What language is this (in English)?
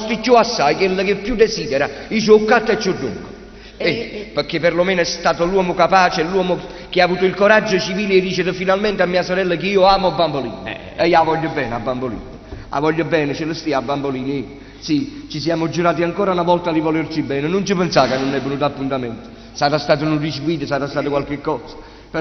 Neapolitan